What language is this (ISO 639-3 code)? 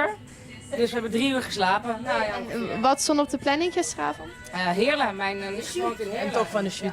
lim